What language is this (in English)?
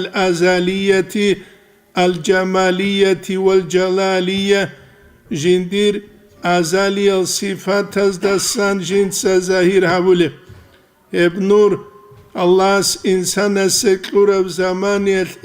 Avaric